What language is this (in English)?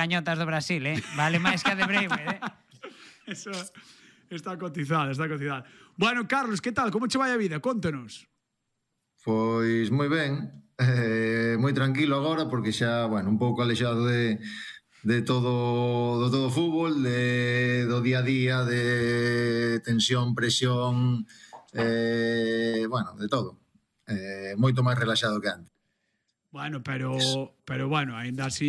Galician